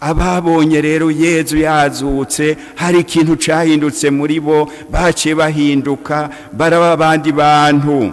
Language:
Rundi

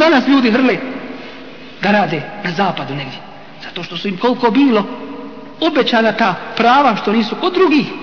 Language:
Bosnian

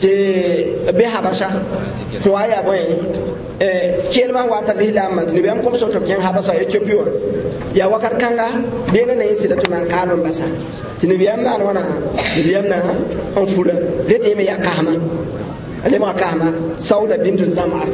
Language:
Mossi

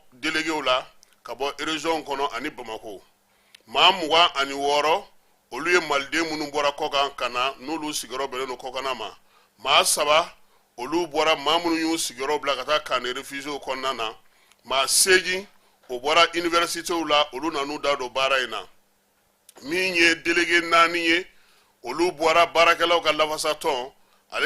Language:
Bambara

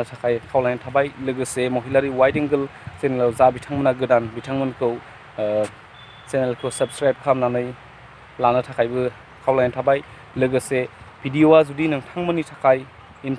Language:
Bodo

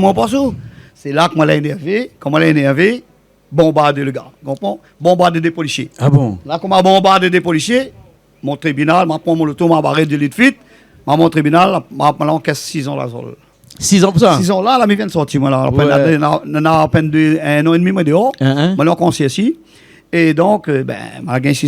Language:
Réunion Creole French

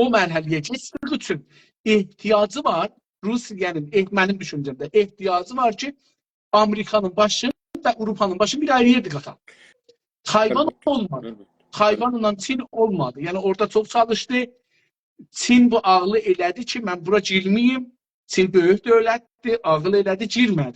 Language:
South Azerbaijani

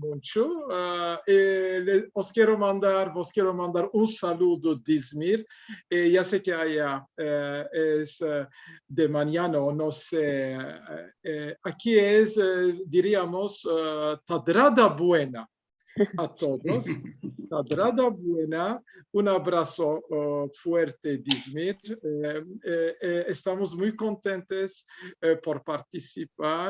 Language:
Ladino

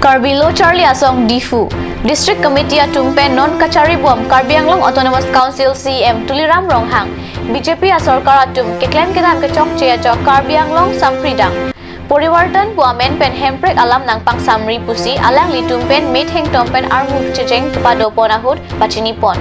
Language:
Karbi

